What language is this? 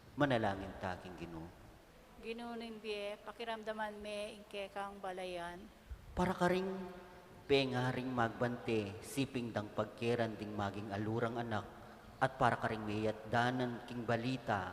Pampanga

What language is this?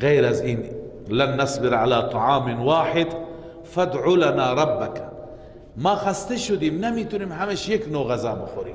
Persian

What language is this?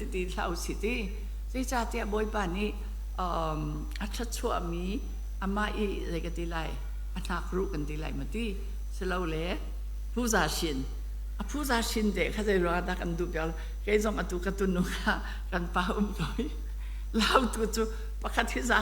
Hakha Chin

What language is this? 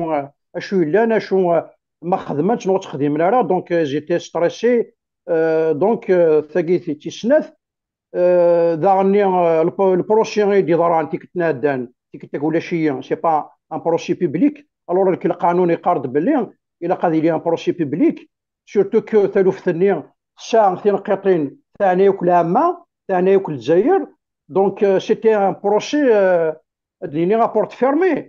Kabyle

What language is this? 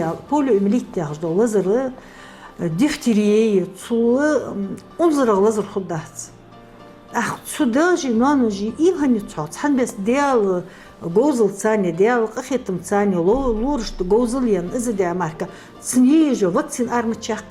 Ingush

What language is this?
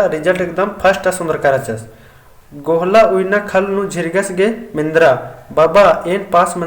Kurukh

